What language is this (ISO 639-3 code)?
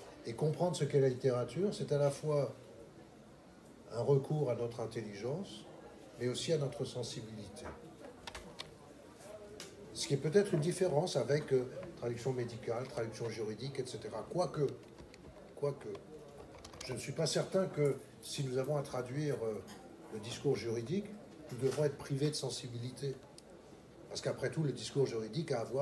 fra